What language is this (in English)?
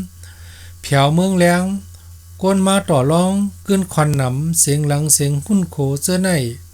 Shan